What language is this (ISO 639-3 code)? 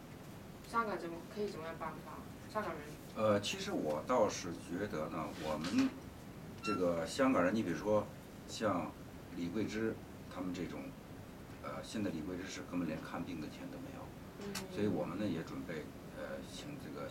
zho